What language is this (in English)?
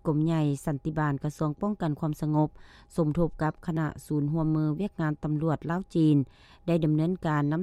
Lao